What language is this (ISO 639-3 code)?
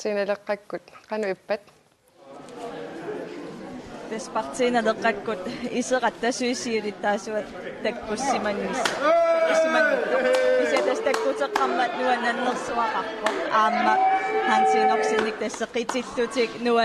kal